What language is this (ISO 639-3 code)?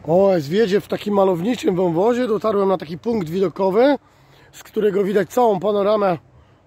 pol